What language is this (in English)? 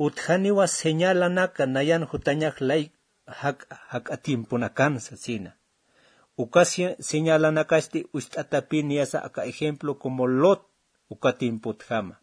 Aymara